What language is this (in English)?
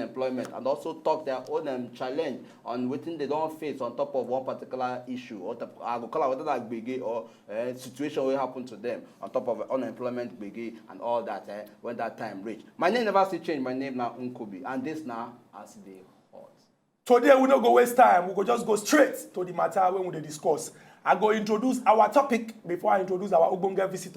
Nigerian Pidgin